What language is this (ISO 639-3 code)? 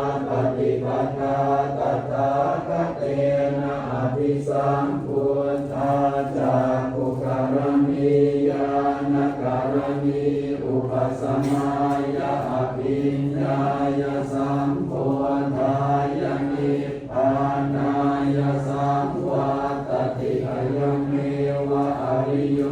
pli